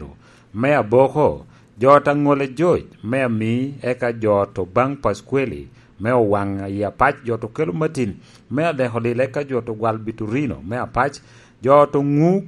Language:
Lango (Uganda)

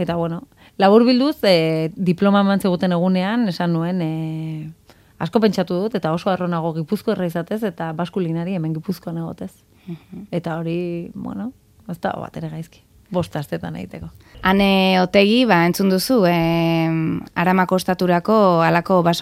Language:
Basque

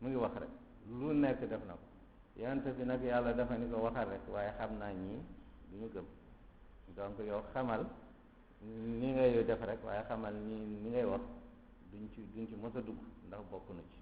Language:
Wolof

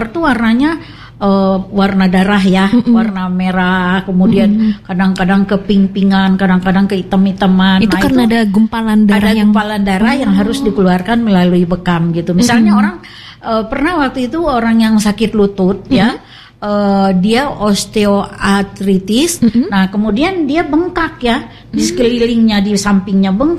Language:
Indonesian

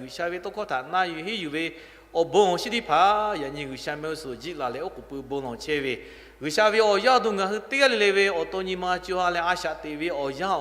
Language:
Lahu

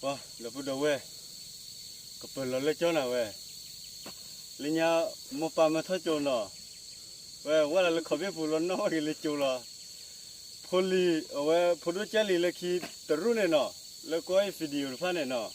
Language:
S'gaw Karen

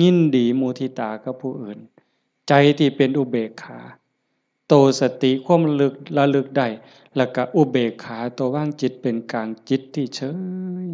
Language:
Lao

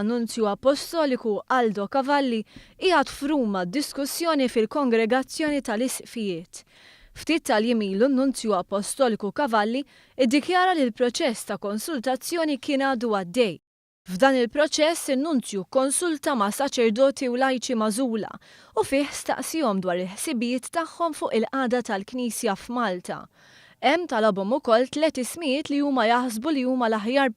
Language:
Maltese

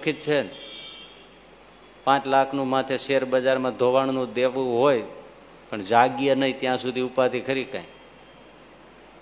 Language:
Gujarati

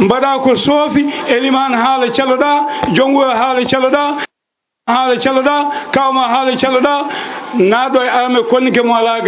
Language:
Fula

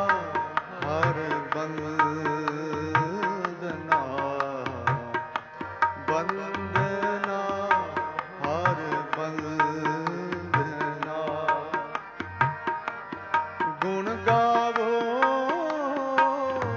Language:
Punjabi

